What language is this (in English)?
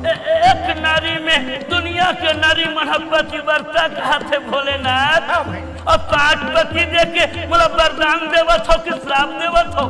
Chhattisgarhi